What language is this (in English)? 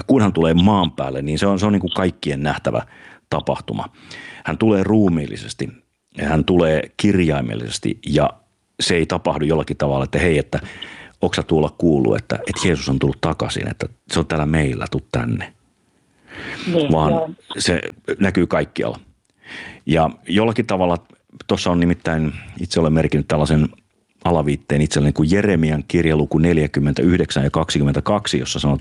Finnish